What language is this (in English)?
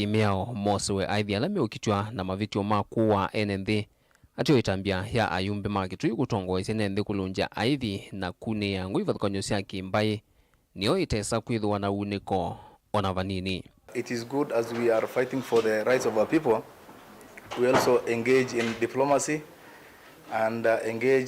Kamba